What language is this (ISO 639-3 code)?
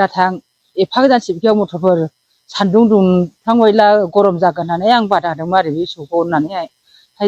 brx